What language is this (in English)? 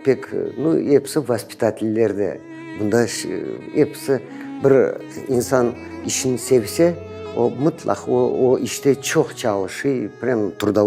Crimean Tatar